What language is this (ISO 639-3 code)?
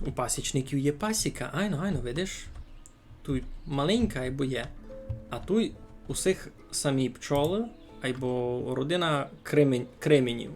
rue